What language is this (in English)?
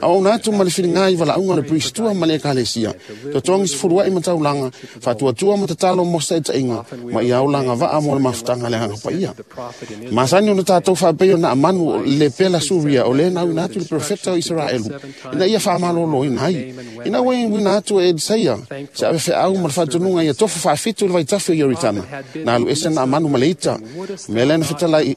Samoan